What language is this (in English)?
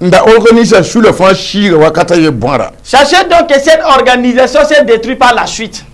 Mossi